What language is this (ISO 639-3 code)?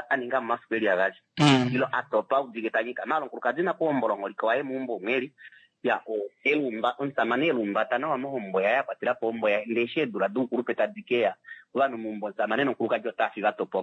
kua